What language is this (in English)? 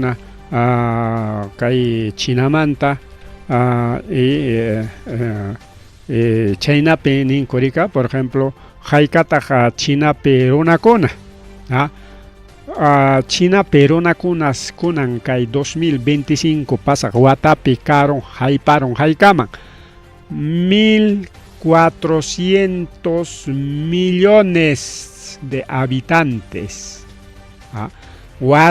Ayacucho Quechua